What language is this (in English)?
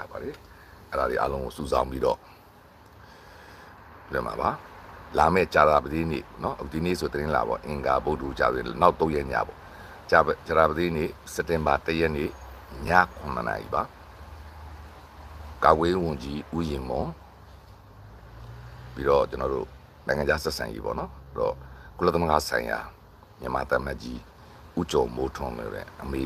Burmese